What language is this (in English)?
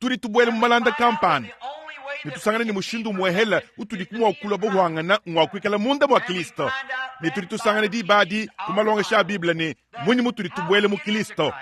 Luba-Lulua